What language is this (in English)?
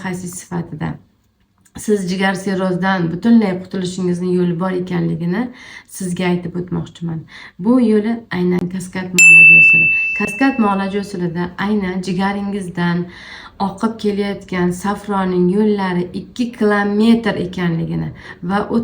Uzbek